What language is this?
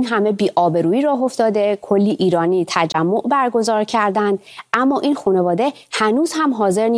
Persian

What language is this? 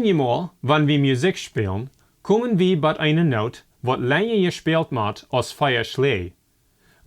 Plautdietsch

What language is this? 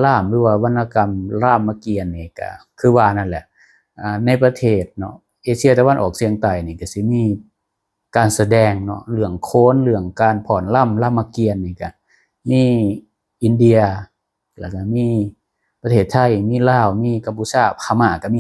Lao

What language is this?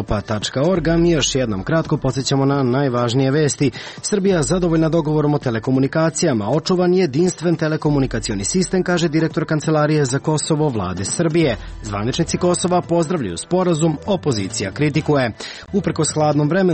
Serbian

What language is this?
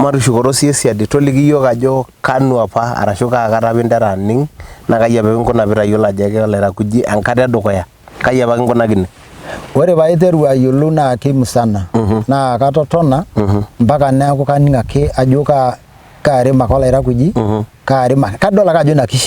Masai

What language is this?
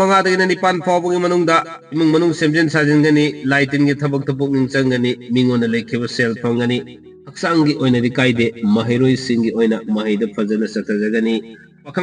Manipuri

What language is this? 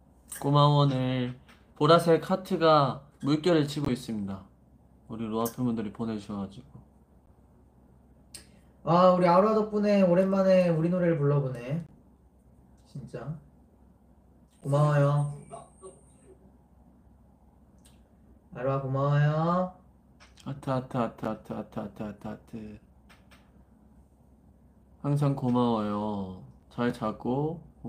Korean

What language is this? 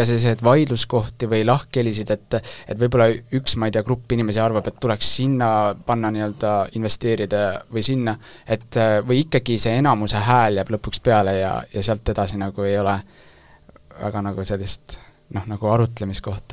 Estonian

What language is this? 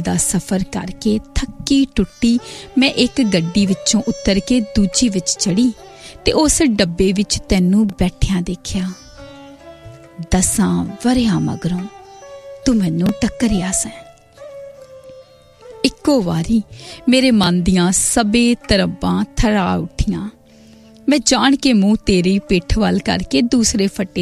Punjabi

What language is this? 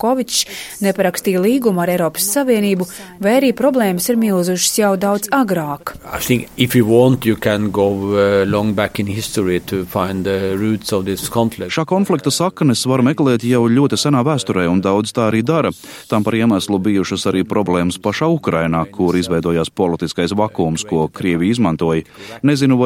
Latvian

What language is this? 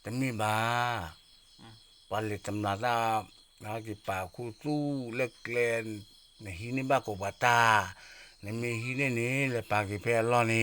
S'gaw Karen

